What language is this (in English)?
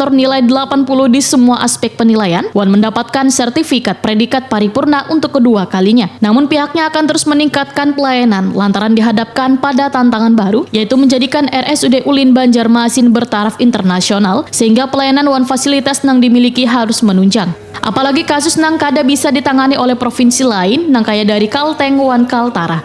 Banjar